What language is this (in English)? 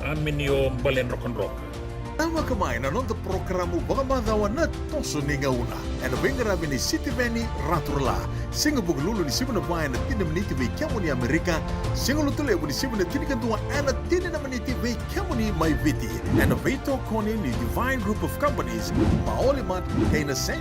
Fijian